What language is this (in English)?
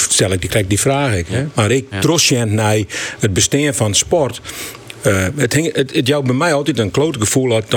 Western Frisian